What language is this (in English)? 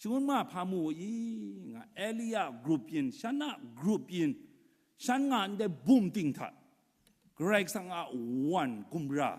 Kachin